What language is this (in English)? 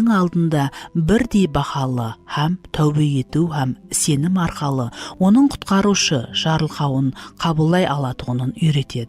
Kara-Kalpak